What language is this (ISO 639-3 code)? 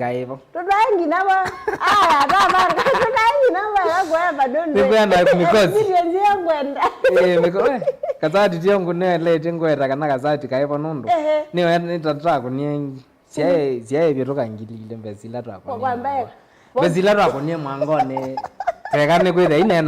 kam